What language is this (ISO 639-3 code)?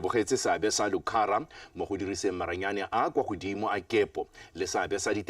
tsn